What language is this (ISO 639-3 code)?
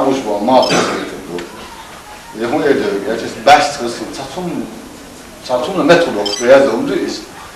che